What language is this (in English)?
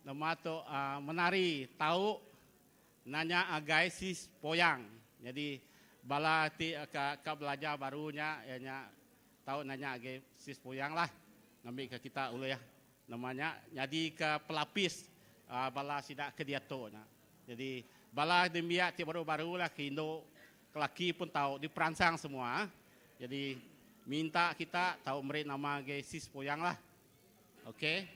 Iban